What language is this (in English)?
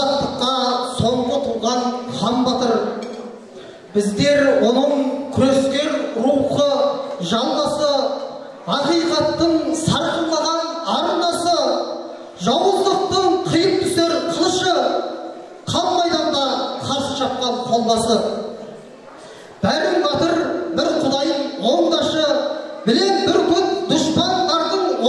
Kazakh